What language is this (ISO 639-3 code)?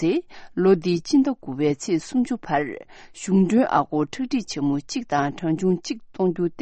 bod